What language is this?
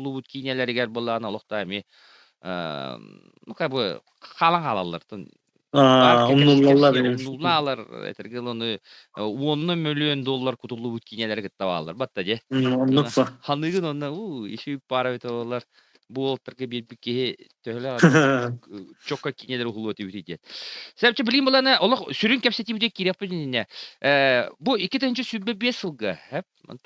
Yakut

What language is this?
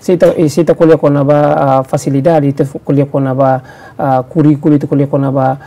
Tetum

